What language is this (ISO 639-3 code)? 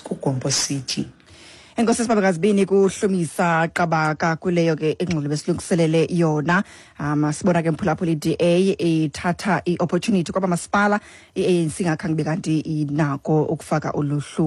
xho